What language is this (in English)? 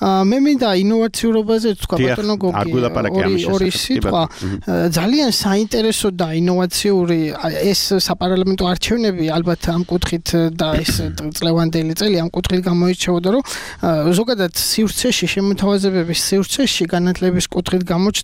Georgian